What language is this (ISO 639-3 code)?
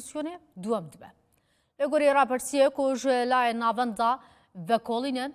kur